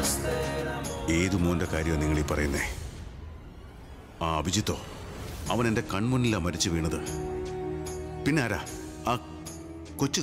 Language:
Malayalam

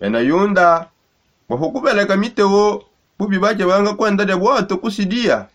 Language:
Songe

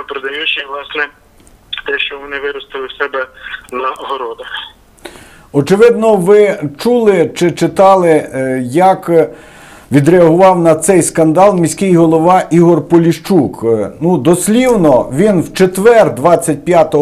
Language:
Ukrainian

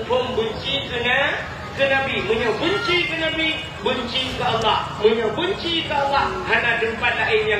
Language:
Achinese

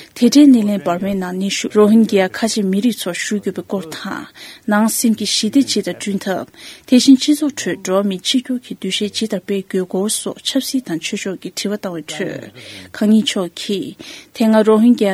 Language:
Tibetan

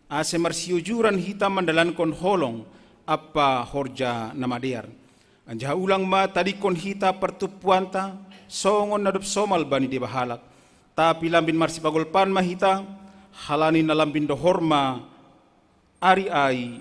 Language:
Batak Simalungun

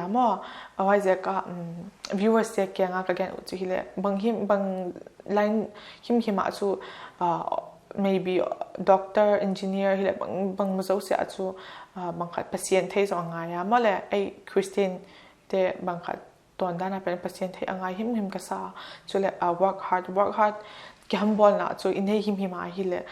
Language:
Paite Chin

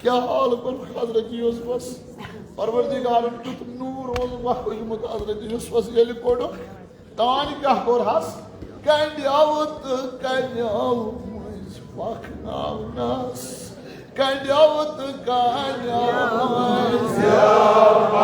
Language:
Kashmiri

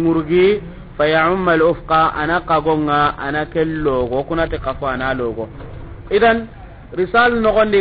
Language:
Soninke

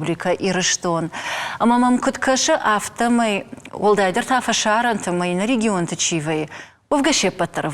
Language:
Ossetic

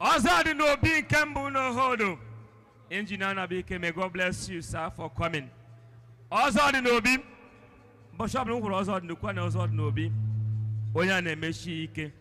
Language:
Igbo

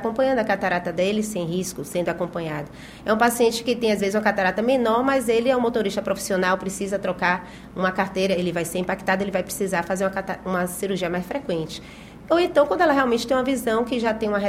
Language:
Portuguese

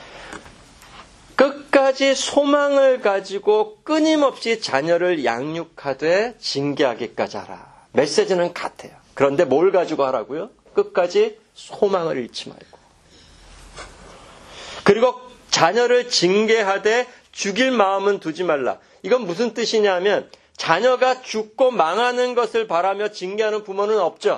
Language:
Korean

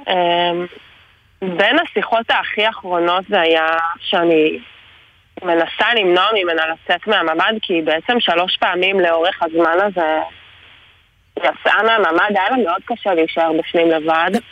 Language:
Hebrew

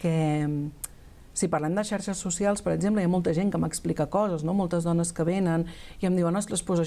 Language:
Catalan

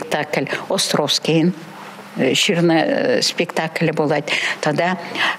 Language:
Chuvash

